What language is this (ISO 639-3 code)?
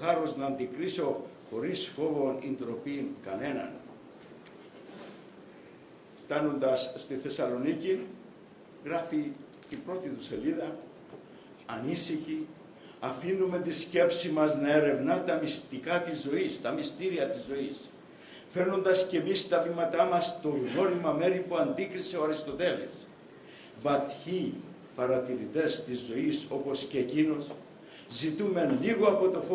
ell